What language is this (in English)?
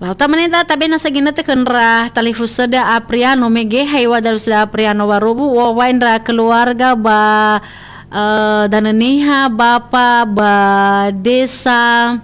Nias